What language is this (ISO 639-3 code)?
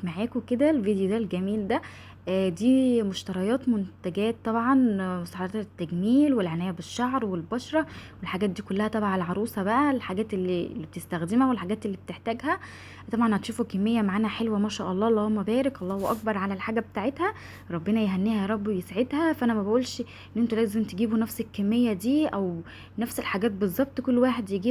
arz